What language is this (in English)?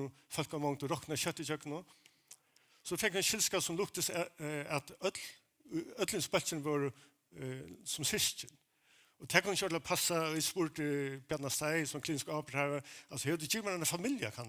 Faroese